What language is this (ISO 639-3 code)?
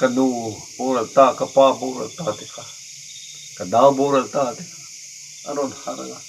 lus